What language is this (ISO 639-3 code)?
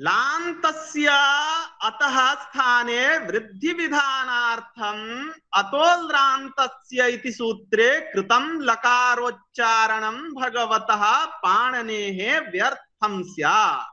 san